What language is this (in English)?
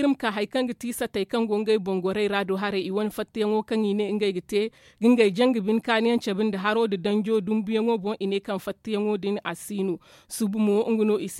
Zarma